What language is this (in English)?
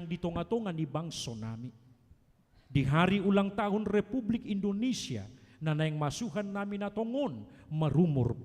Batak Toba